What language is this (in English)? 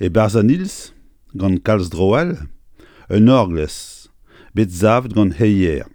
Breton